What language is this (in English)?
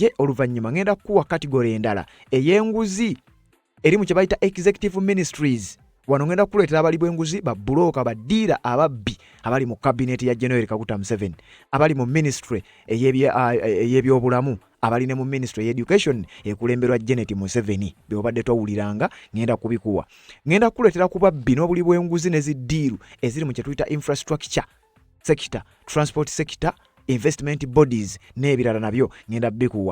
Ganda